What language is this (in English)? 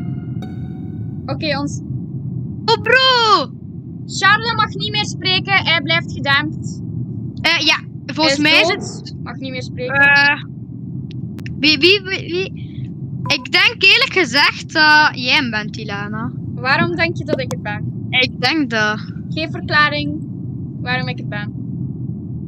Dutch